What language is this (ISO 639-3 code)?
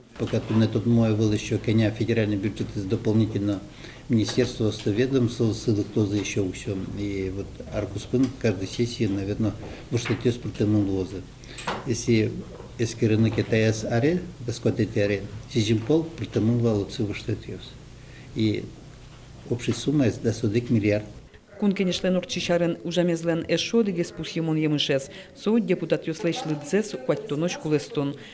udm